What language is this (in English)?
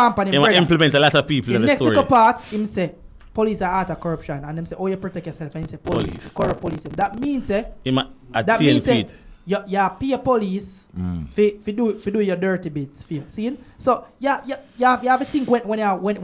Jamaican Creole English